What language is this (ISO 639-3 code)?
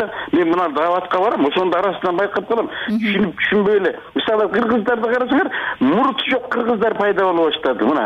kir